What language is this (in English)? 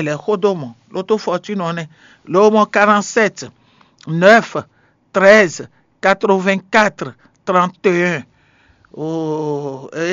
Fon